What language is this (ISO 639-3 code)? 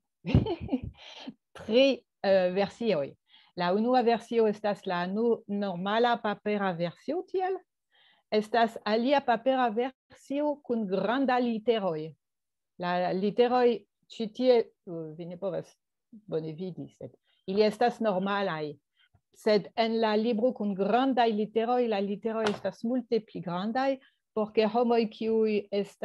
epo